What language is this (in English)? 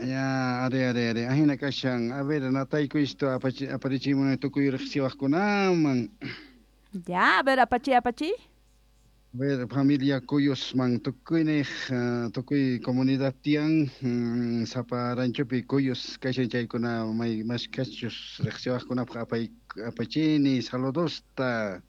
South Bolivian Quechua